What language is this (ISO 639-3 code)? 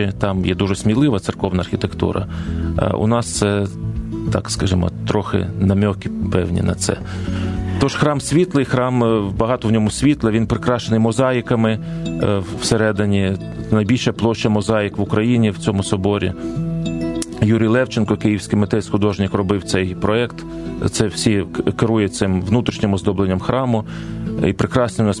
ukr